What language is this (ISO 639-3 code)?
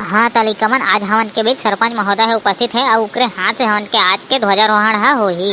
hne